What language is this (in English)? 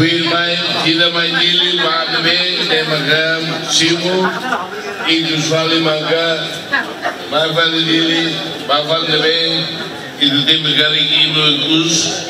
Tetum